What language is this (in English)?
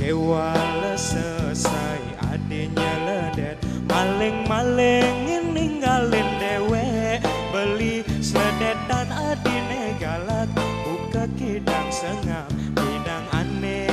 Balinese